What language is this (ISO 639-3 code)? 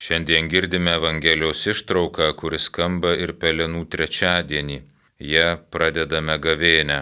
lit